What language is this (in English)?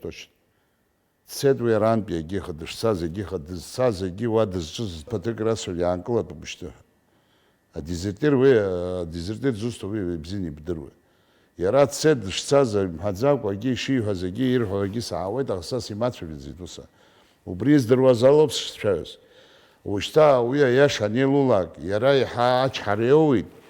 Abkhazian